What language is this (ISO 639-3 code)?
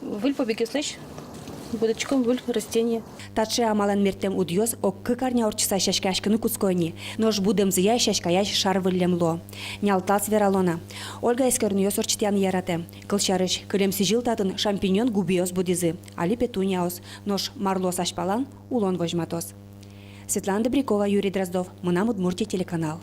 udm